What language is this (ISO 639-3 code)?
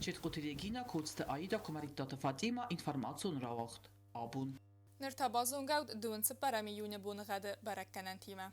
oss